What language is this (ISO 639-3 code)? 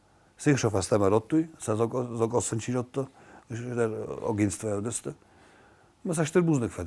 oss